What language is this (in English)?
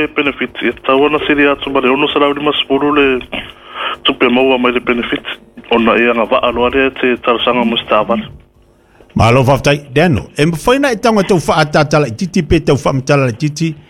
Samoan